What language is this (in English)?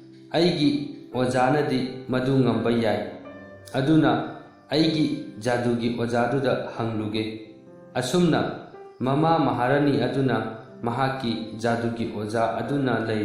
Manipuri